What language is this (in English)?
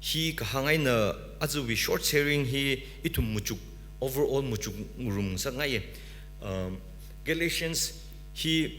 Tangkhul Naga (India)